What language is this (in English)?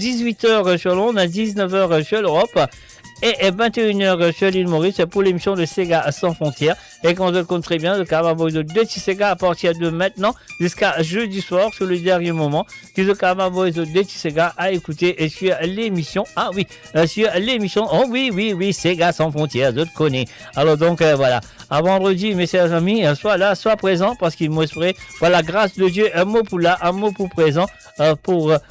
Morisyen